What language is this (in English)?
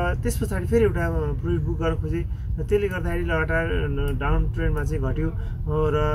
Nepali